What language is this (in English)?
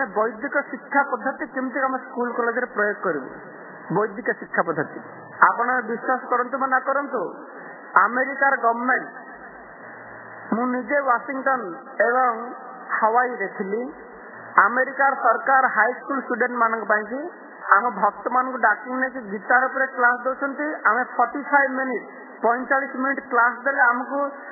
Odia